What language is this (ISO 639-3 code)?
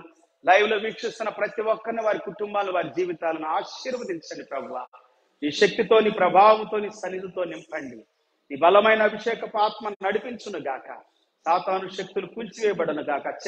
tel